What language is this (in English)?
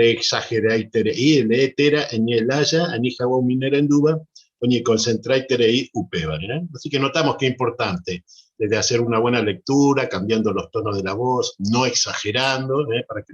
Guarani